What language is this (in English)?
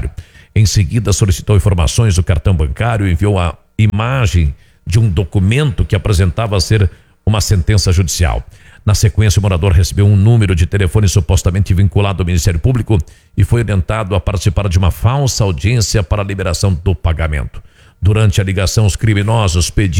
Portuguese